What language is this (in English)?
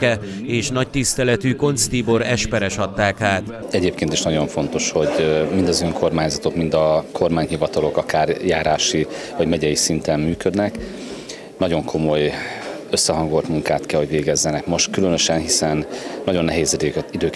Hungarian